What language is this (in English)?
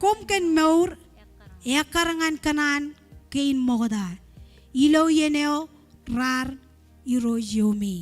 Marshallese